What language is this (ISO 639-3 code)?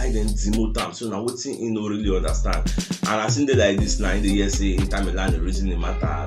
pcm